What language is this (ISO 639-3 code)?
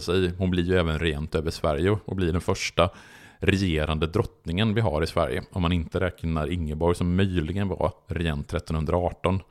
swe